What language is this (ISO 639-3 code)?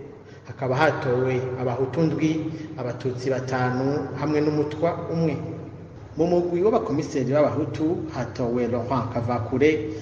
run